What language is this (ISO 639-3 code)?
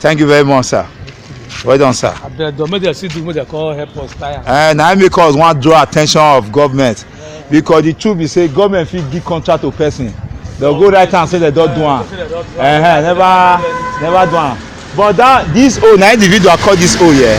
pcm